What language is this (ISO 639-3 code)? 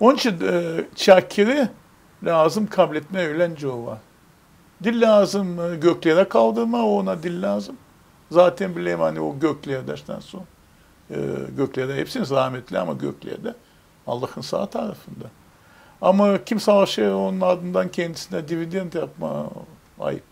gag